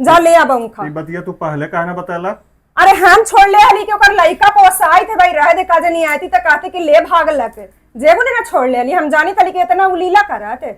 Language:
Magahi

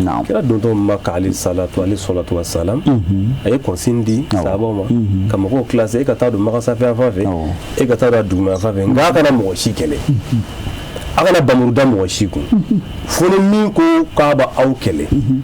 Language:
Bambara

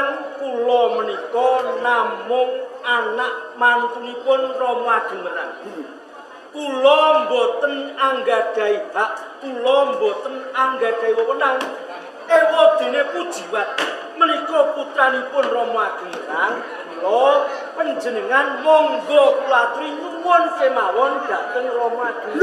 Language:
Javanese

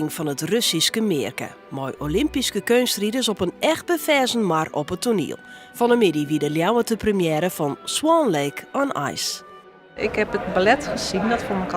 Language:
Western Frisian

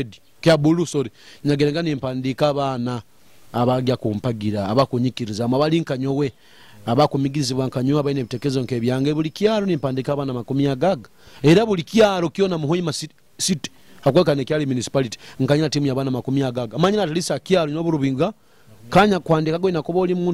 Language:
Nyoro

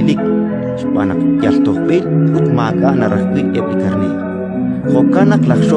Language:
Kekchí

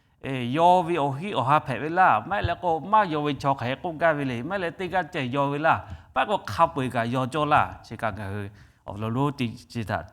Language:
Lahu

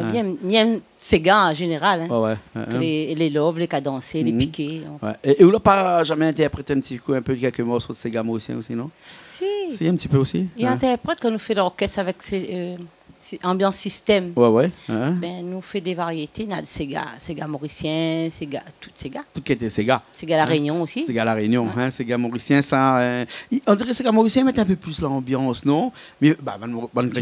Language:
Réunion Creole French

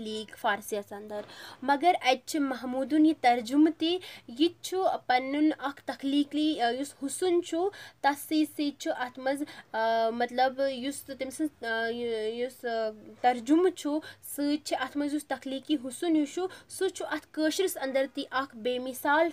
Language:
Kashmiri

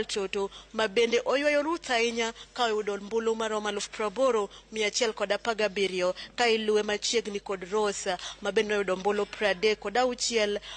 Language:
Luo (Kenya and Tanzania)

